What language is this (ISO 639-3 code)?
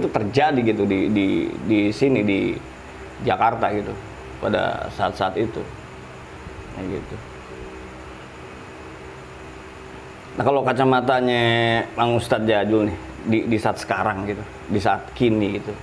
ind